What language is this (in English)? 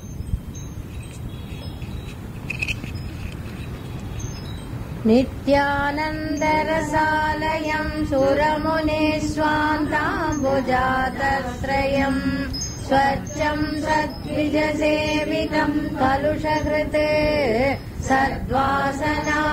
Tamil